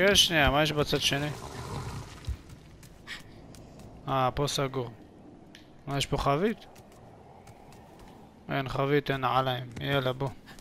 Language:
Hebrew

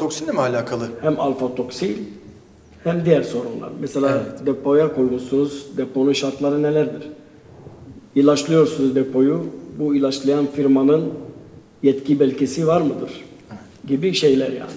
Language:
Turkish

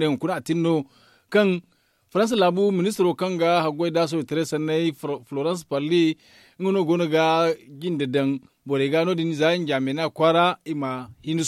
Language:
Zarma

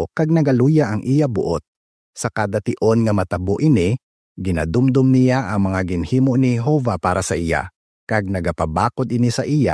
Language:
Hiligaynon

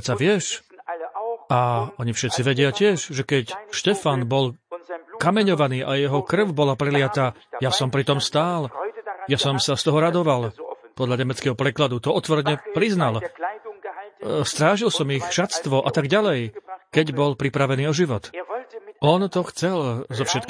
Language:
Slovak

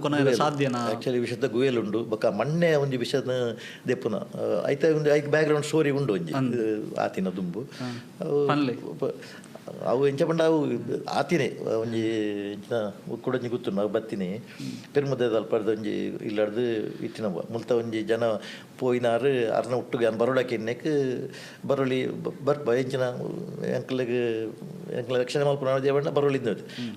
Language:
Tulu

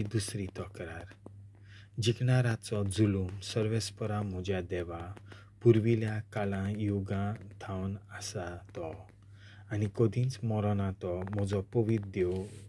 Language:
Konkani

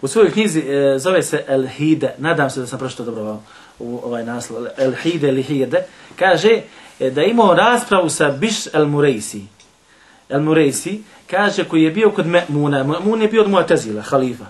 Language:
Bosnian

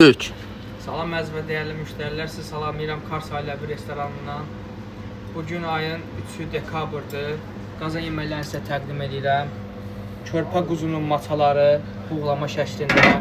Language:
Azerbaijani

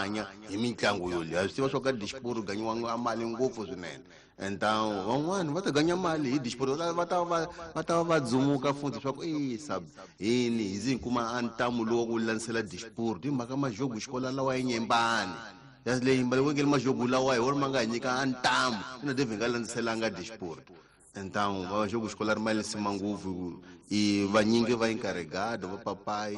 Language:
Tsonga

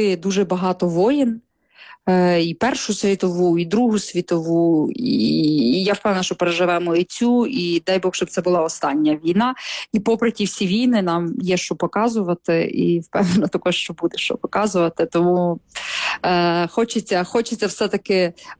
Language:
Ukrainian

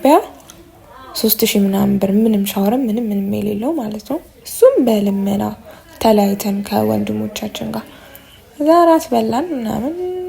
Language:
Amharic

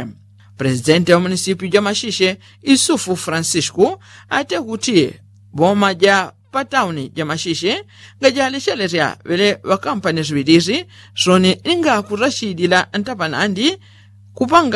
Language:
Yao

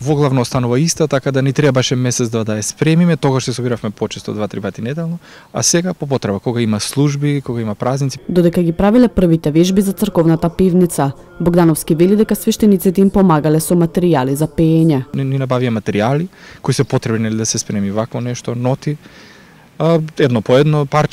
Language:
Macedonian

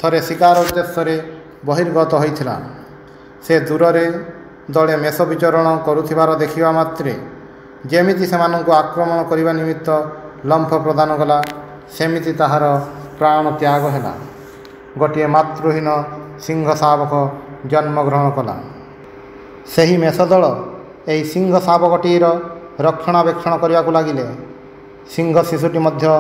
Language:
Odia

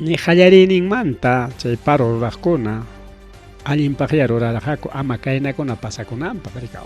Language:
Ayacucho Quechua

